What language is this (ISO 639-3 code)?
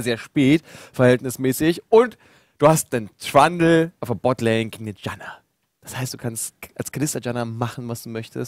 deu